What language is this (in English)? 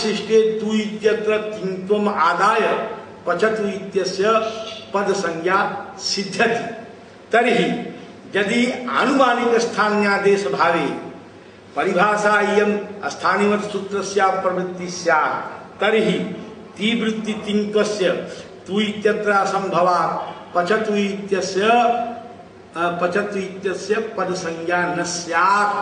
Sanskrit